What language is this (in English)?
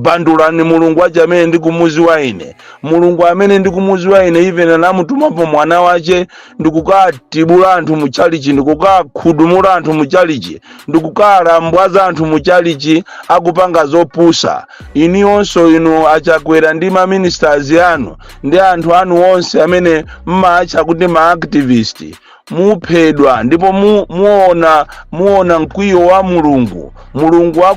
Nyanja